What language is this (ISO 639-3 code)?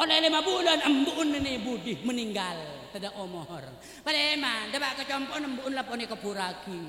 mad